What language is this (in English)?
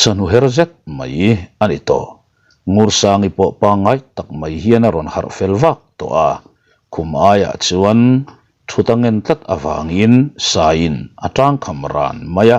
Mizo